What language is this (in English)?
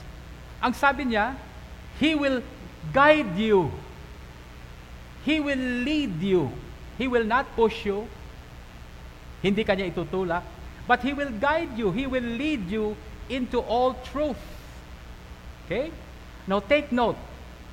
Filipino